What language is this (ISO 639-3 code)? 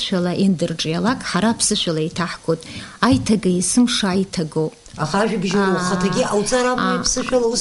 abk